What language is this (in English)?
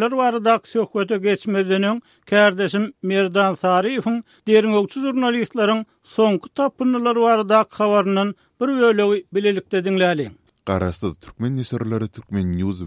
Turkmen